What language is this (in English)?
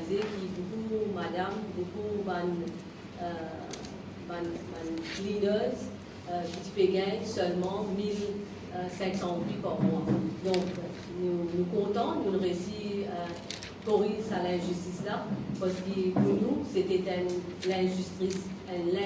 Morisyen